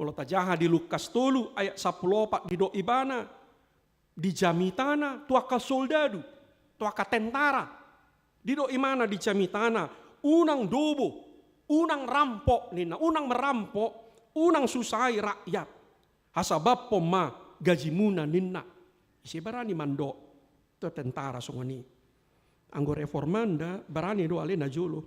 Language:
Batak Toba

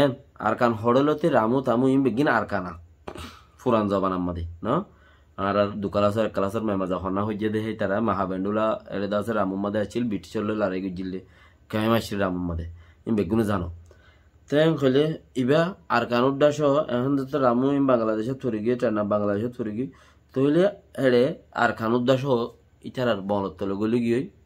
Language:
Rohingya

